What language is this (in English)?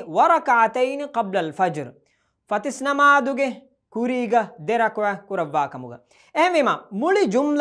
Divehi